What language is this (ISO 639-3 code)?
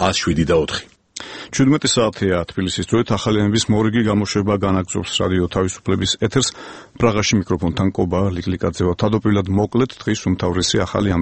kat